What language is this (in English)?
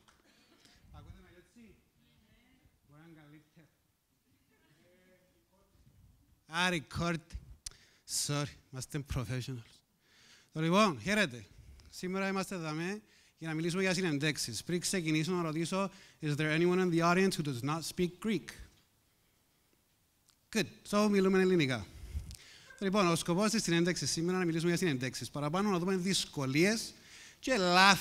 Greek